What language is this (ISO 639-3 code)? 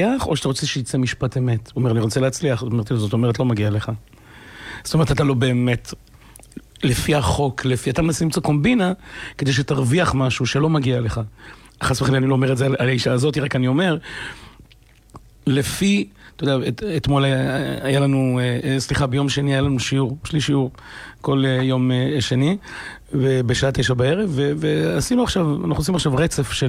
heb